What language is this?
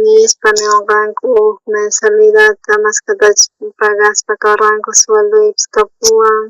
South Bolivian Quechua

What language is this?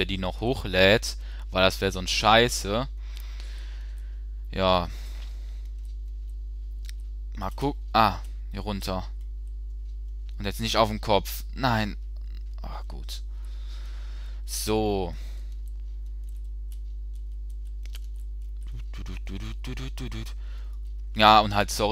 German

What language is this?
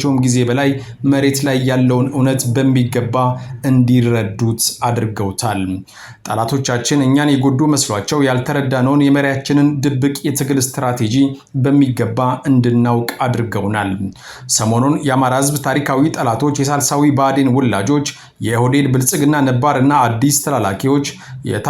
Amharic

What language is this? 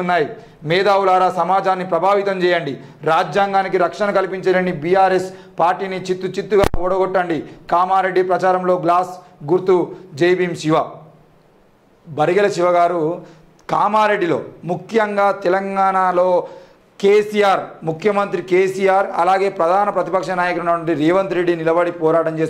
Telugu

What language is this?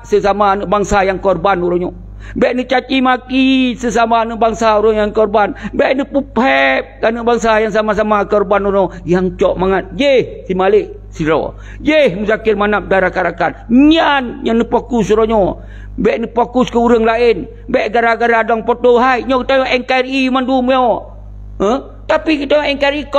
Achinese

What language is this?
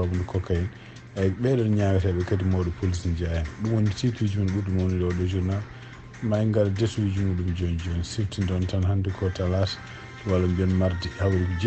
Fula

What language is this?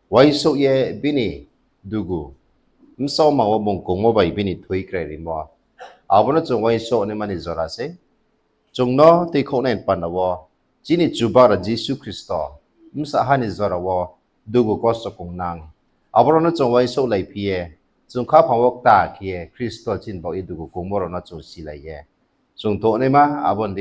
Riang (India)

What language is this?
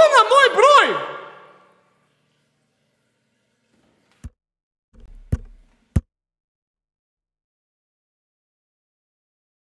Serbian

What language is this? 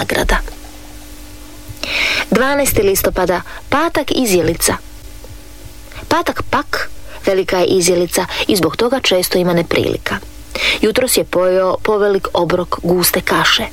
Croatian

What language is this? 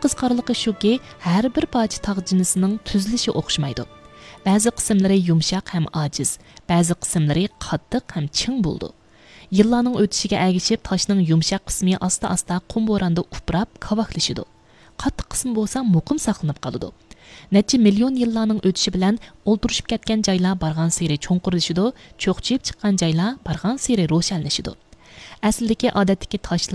Uyghur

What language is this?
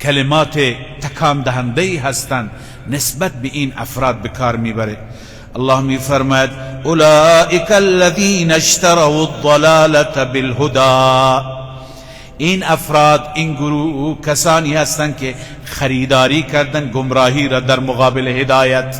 Persian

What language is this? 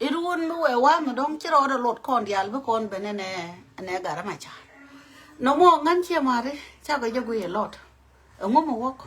Nuer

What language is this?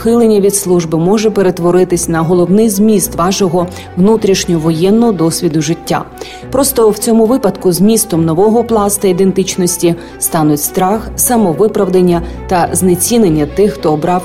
Ukrainian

